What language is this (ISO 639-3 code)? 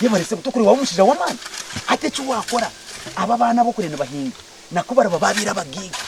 nyn